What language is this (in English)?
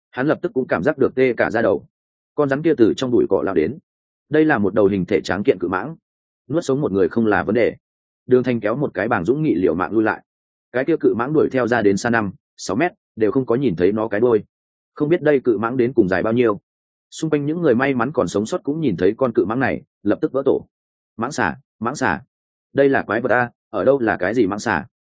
Vietnamese